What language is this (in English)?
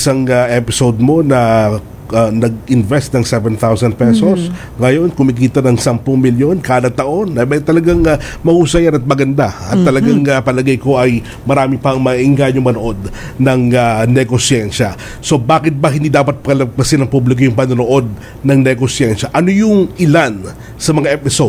Filipino